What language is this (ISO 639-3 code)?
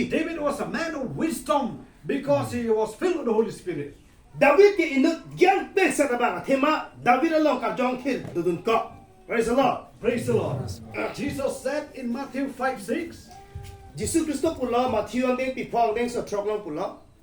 mjw